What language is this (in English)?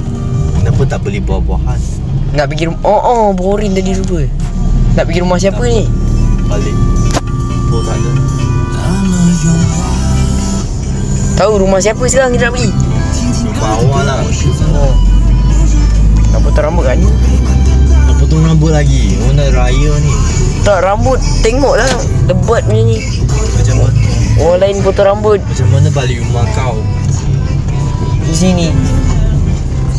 Malay